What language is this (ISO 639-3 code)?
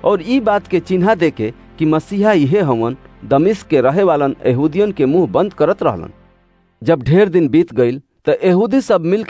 bho